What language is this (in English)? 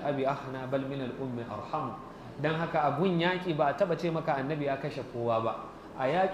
Hausa